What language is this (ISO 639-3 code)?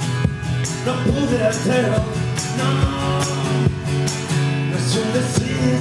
cat